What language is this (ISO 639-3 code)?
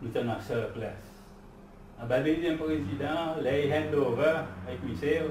crs